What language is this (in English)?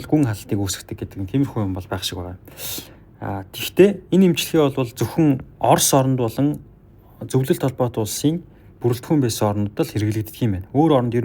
Mongolian